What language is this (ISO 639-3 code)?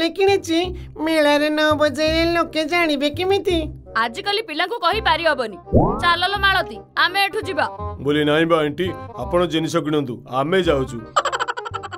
ori